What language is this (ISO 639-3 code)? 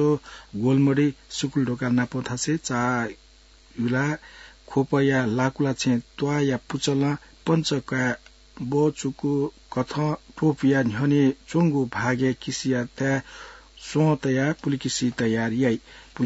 new